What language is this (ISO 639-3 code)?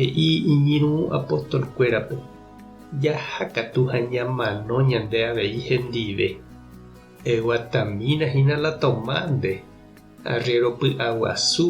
grn